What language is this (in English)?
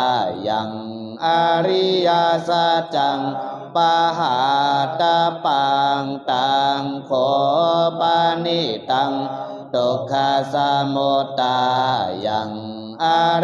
Pali